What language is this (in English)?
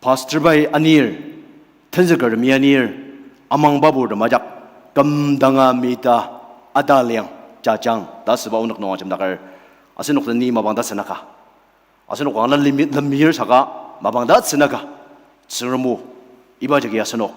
Ao Naga